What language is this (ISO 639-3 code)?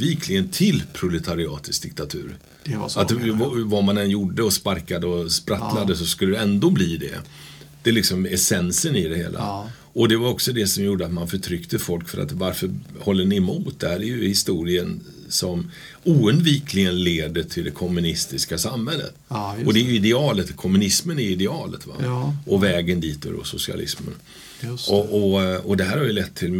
swe